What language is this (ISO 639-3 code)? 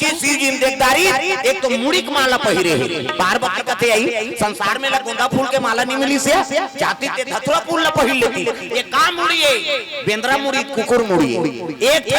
hne